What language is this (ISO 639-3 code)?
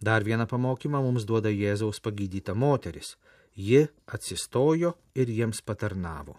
lit